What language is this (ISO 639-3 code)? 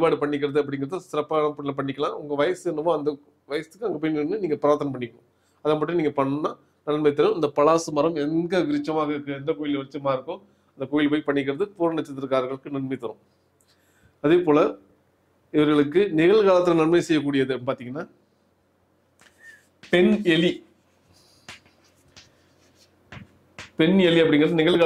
tam